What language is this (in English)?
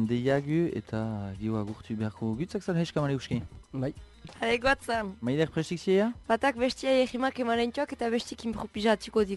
Basque